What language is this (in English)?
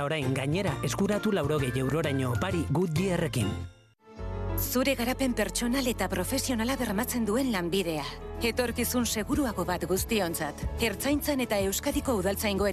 Basque